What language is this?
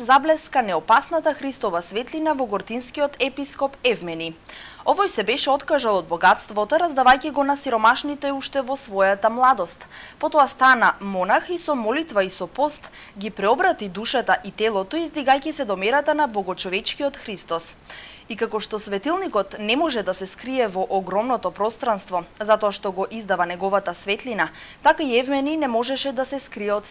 Macedonian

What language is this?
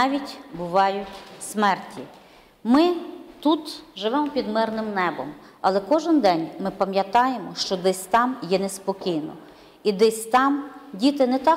Ukrainian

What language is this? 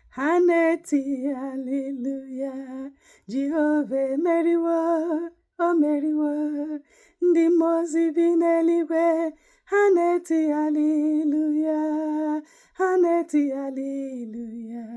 Igbo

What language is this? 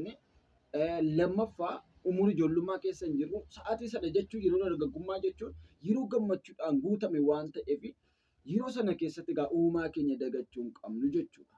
Oromo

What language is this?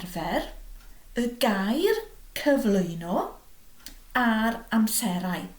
Welsh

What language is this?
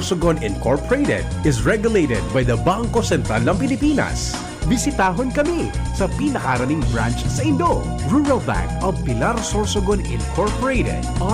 Bikol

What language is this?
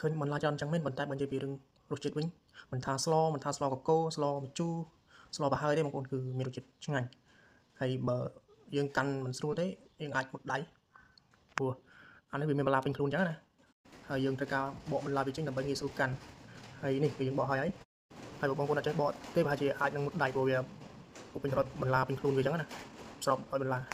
Khmer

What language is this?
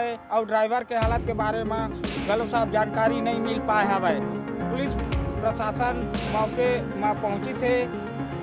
Chhattisgarhi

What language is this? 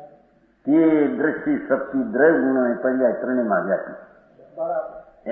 Gujarati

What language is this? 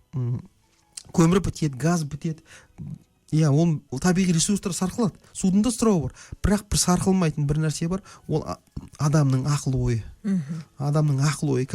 Kazakh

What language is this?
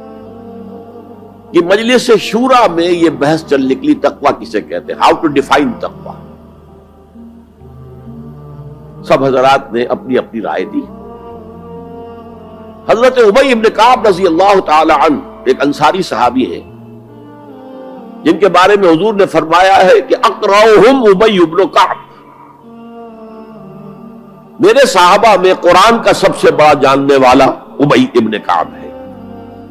Urdu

